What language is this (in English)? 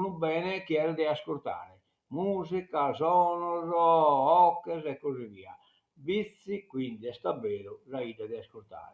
Sardinian